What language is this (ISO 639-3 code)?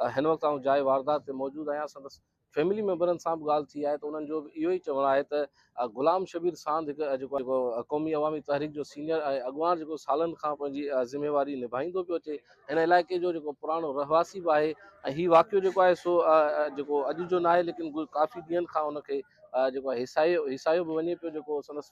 snd